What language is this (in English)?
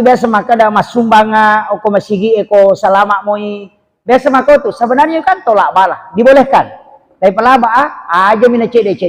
Buginese